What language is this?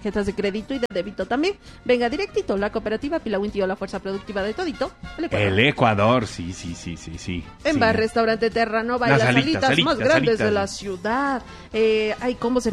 Spanish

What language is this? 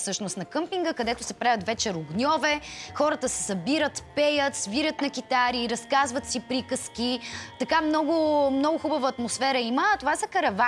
Bulgarian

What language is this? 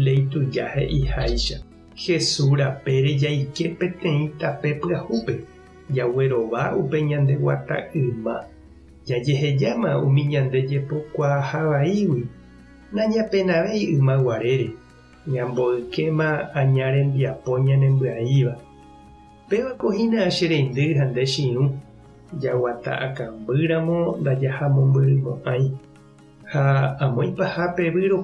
Guarani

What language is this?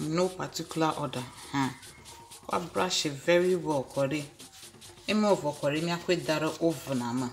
Ewe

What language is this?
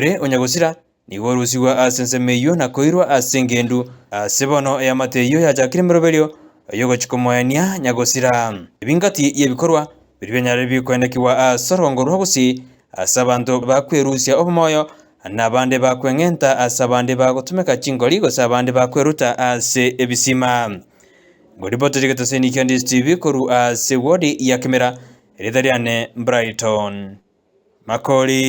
Gusii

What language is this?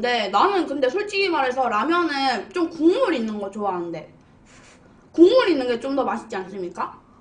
Korean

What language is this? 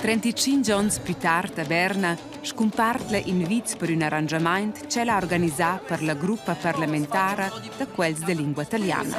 Romansh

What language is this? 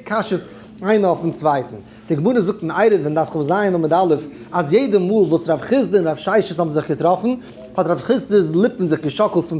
Yiddish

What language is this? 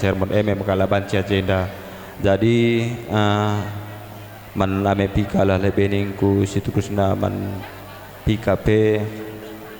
Batak Karo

